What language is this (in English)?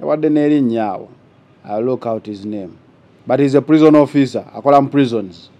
Ganda